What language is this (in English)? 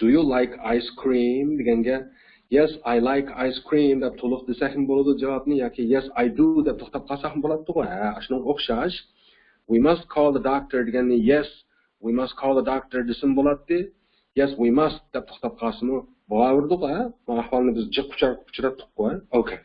Uyghur